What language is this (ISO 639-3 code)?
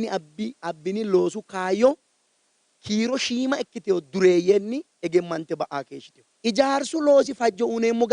sid